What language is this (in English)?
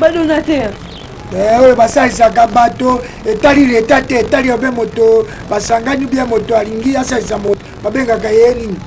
Lingala